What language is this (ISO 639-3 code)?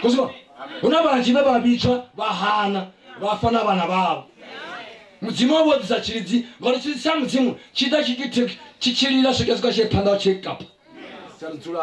ven